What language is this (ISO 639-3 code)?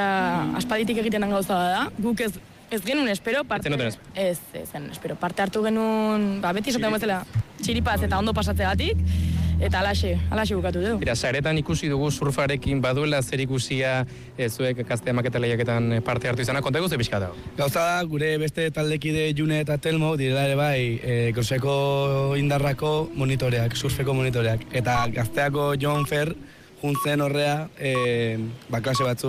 eus